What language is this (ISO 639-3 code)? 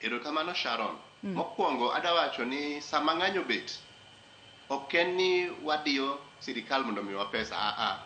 luo